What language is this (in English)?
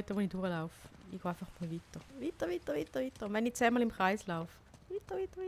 Swiss German